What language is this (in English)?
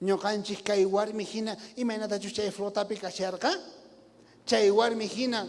South Bolivian Quechua